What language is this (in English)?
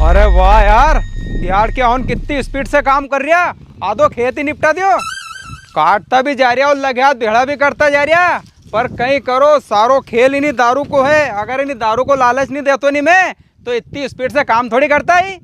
Rajasthani